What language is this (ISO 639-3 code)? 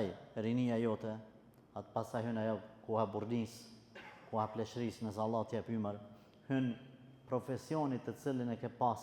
sqi